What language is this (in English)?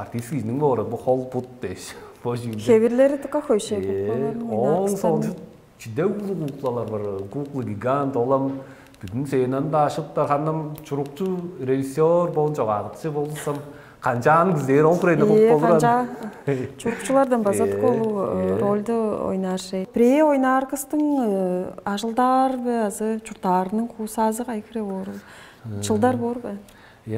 Tuvinian